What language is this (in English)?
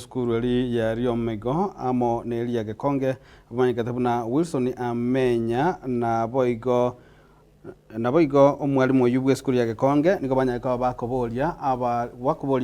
Gusii